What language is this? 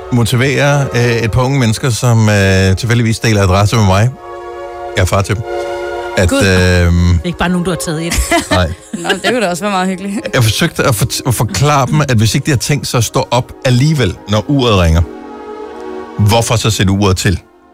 Danish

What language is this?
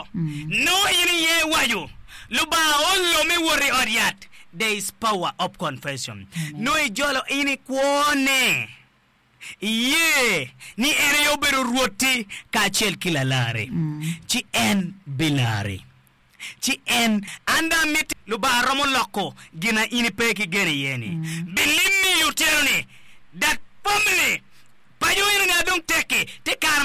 Acoli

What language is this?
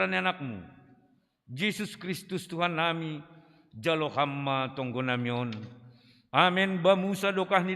Batak Simalungun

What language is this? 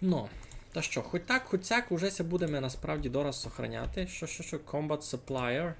Rusyn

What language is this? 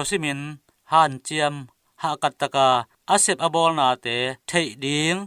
Tedim Chin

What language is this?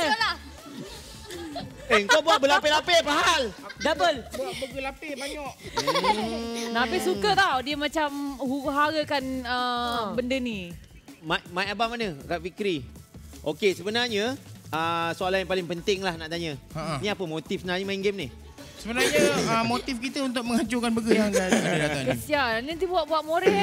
Malay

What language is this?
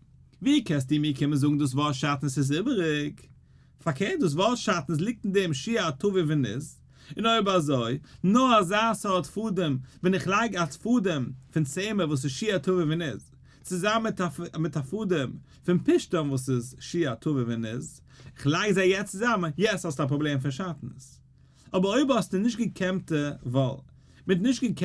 Yiddish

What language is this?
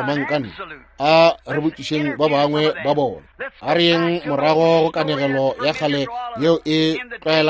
Northern Sotho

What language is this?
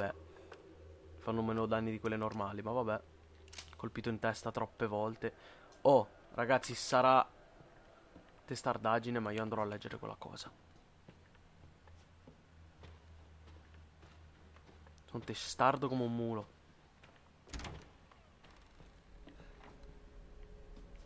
Italian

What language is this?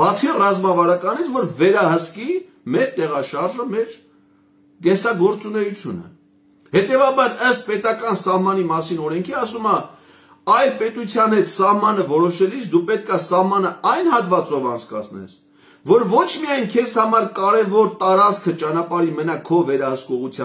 Armenian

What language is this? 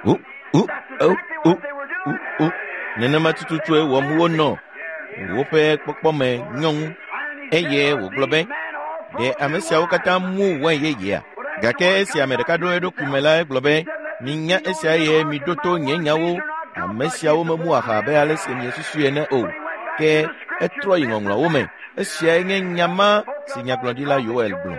Ewe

